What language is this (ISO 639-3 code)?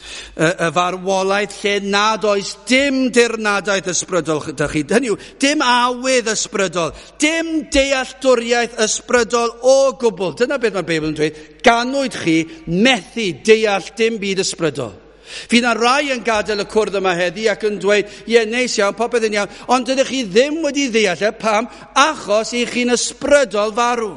cym